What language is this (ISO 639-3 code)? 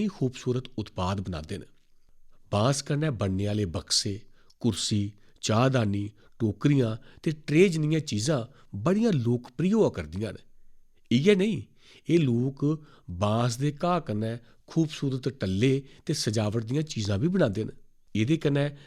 doi